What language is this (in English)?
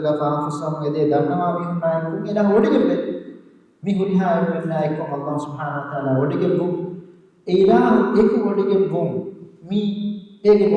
Divehi